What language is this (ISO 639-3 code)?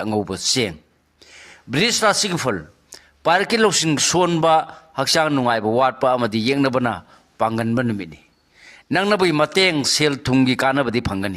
mni